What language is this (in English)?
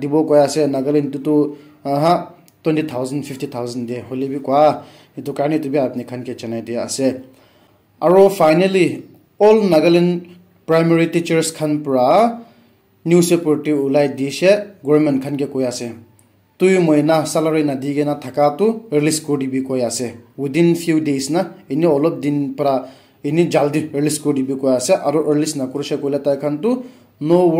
Naga Pidgin